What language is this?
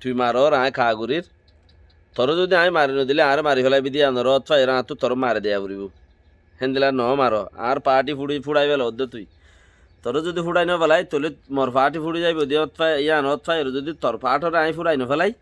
Rohingya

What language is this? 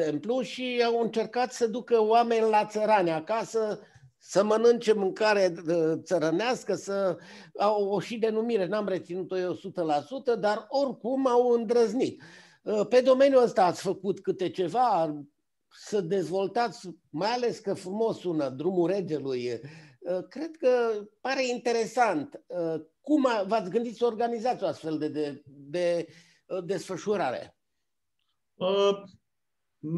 Romanian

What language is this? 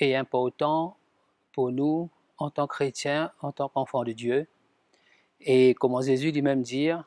Morisyen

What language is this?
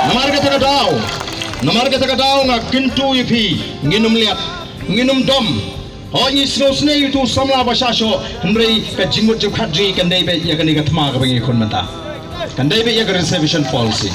Khasi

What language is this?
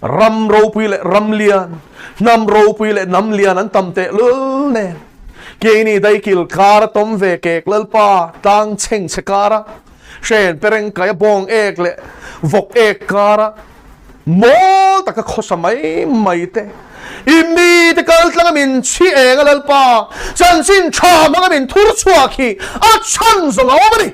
Mizo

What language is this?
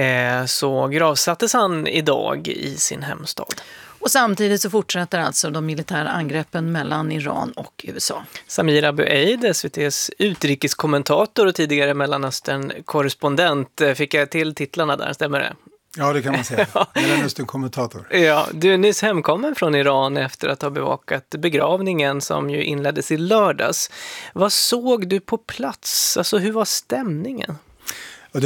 Swedish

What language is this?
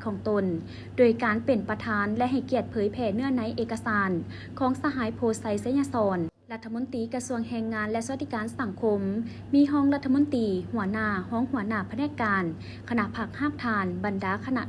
Lao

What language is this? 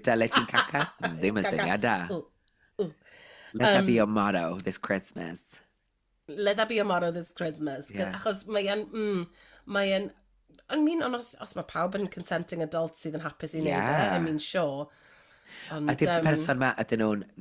Welsh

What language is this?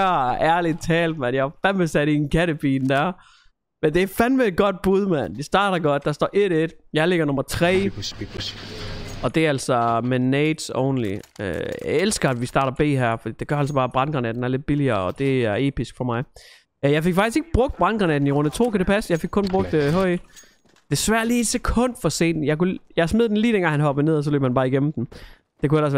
Danish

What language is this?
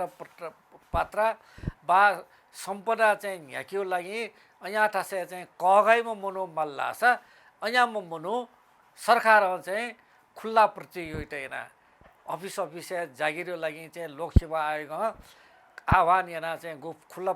Newari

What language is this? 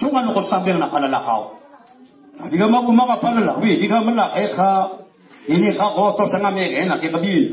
Maranao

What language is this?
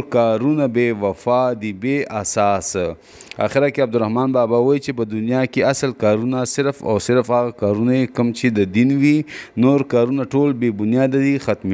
Pashto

